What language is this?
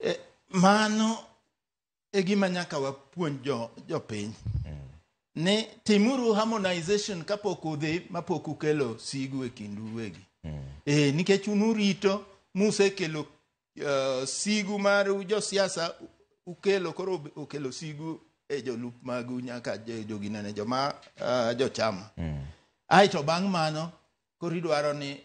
Luo (Kenya and Tanzania)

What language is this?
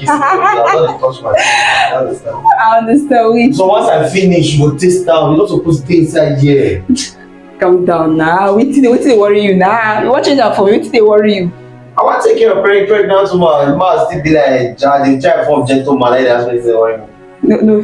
Nigerian Pidgin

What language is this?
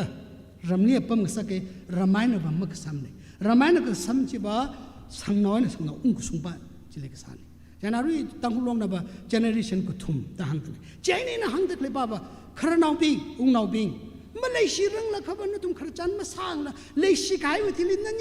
Tangkhul Naga (India)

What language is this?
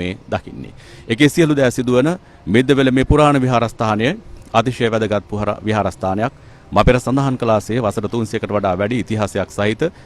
Sinhala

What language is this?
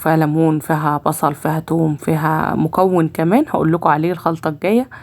Egyptian Arabic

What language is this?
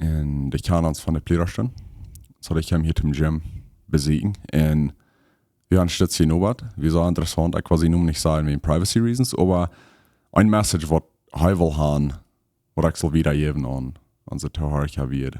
Plautdietsch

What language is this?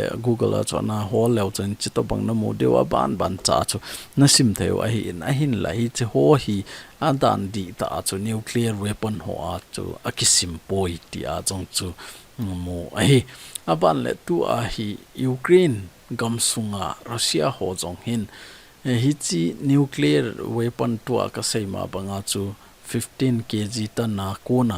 Thado Chin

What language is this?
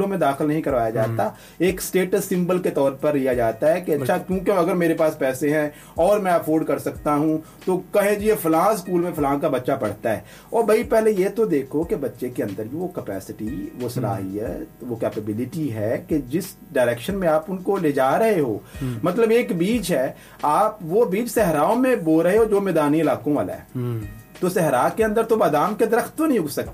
Urdu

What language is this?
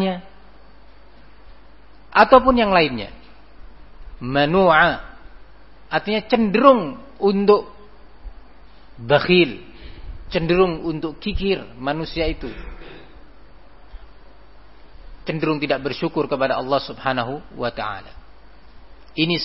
Indonesian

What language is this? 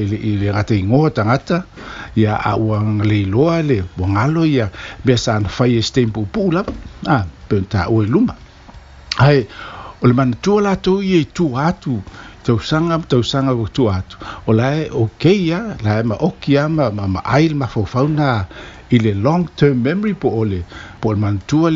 Samoan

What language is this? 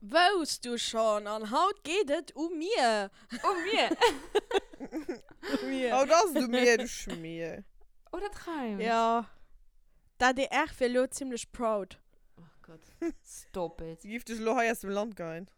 Luxembourgish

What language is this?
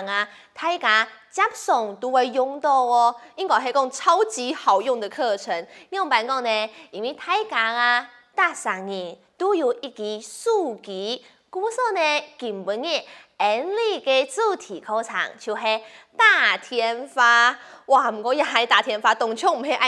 Hakka Chinese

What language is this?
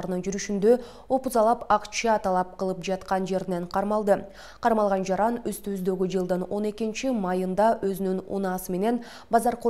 Kyrgyz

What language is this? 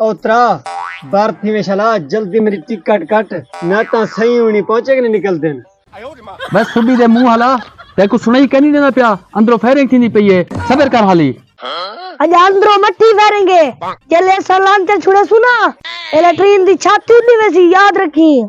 Saraiki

